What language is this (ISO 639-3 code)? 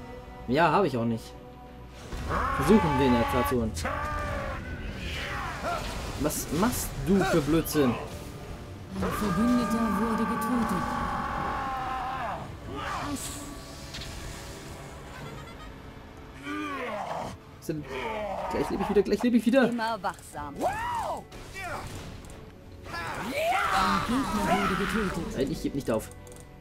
deu